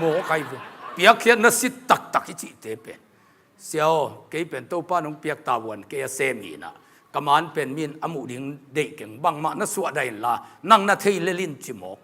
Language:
Tedim Chin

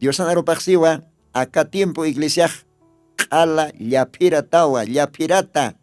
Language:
Aymara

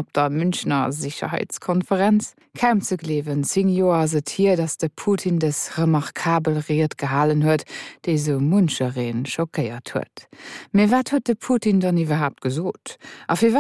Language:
Luxembourgish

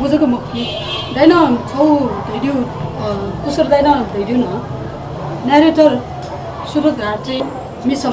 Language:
Newari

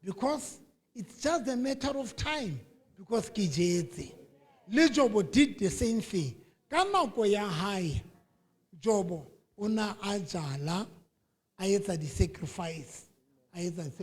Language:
Southern Sotho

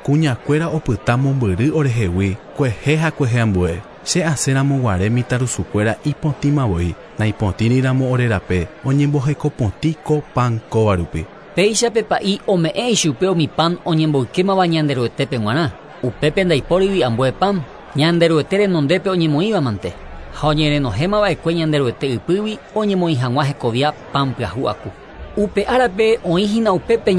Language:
Guarani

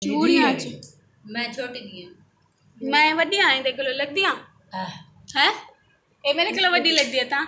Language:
Saraiki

